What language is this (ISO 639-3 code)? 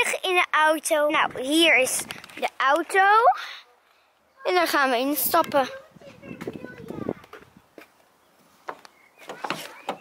nld